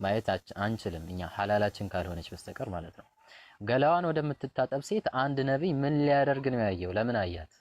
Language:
Amharic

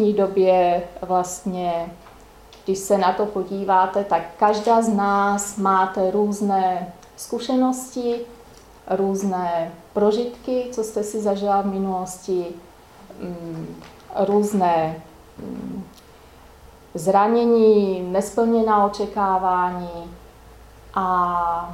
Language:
Czech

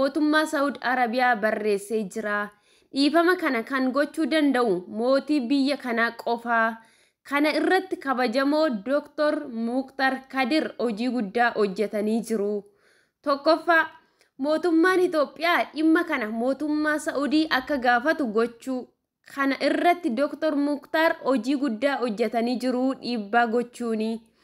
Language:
Oromo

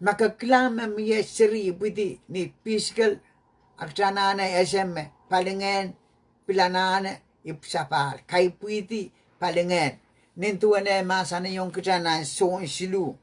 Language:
Pohnpeian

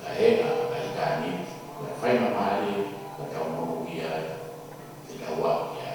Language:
Tongan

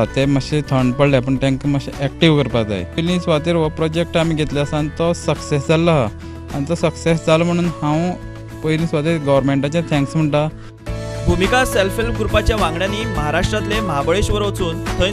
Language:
Konkani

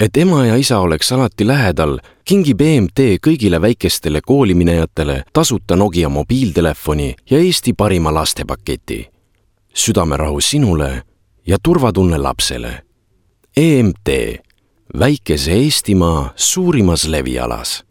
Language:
Estonian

